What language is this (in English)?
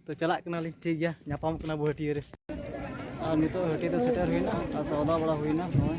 Santali